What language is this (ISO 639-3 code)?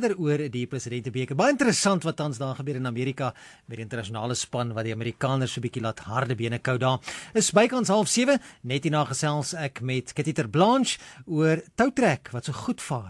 afr